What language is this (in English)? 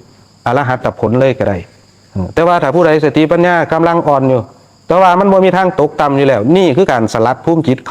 Northeastern Thai